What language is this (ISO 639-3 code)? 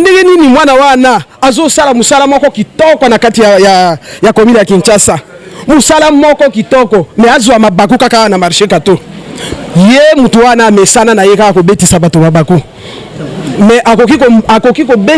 lin